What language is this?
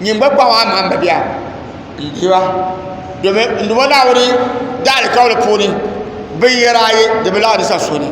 Dagbani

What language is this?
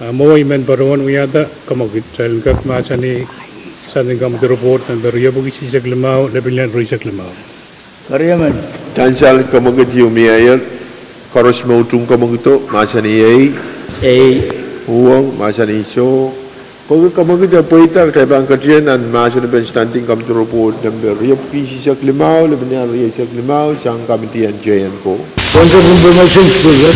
Pohnpeian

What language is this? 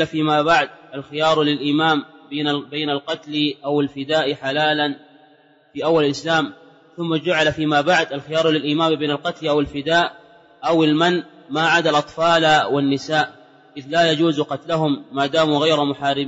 Arabic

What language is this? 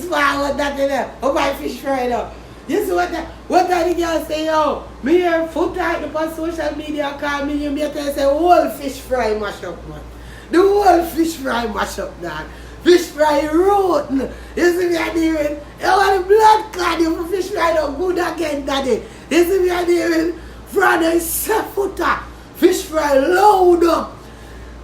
Jamaican Creole English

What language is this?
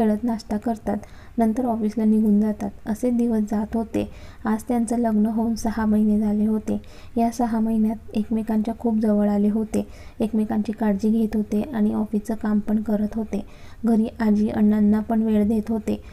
Marathi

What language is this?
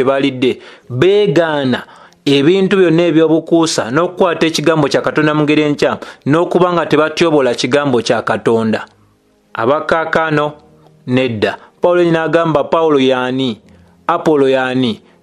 Ganda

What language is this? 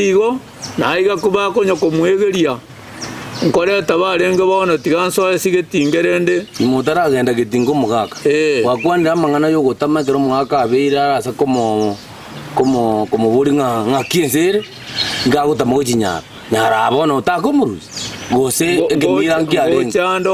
Gusii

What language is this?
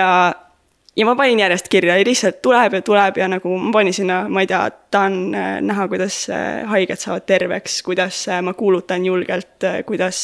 Estonian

